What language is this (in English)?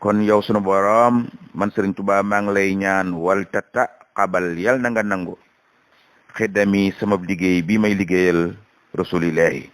Wolof